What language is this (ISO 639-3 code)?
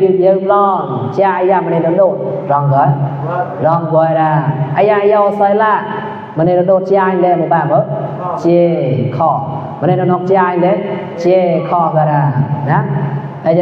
mnw